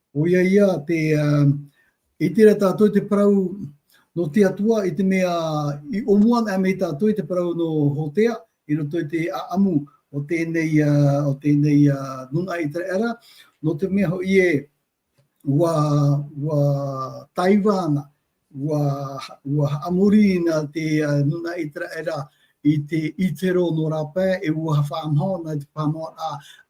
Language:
Tahitian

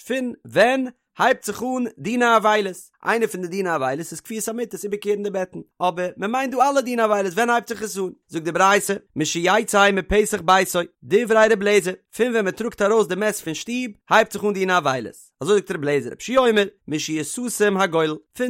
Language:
Yiddish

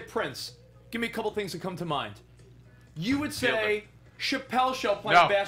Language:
English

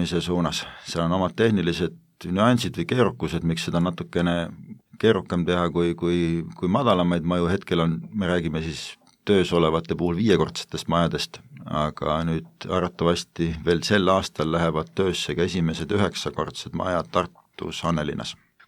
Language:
Estonian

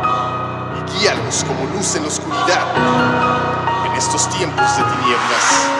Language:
Spanish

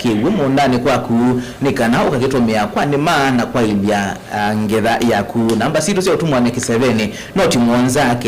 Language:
Kamba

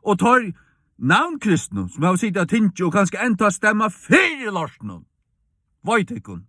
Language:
Faroese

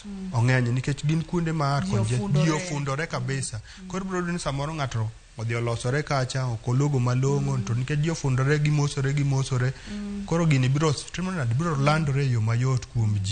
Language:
Luo (Kenya and Tanzania)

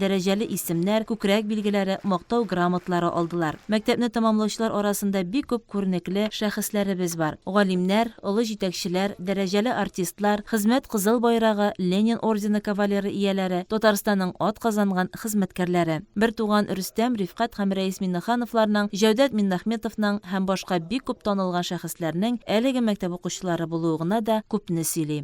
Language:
Tatar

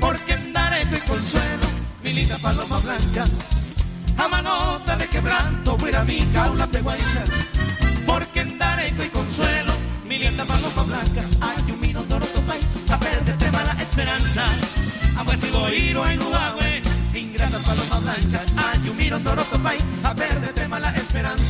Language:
Guarani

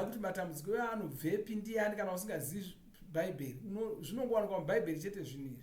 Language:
Shona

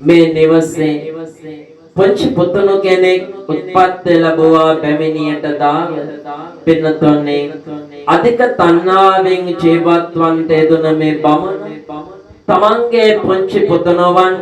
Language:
Sinhala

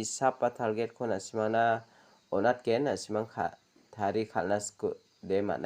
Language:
Garo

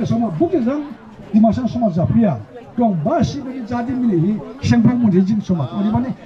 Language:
Dimasa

